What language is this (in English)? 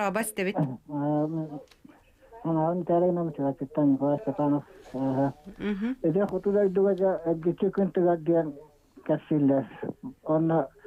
Yakut